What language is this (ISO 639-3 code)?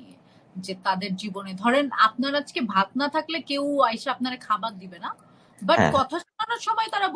ben